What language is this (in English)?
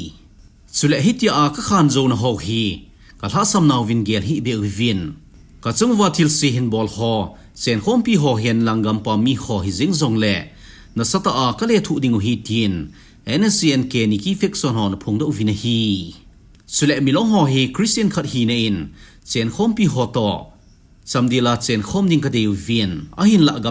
Thado Chin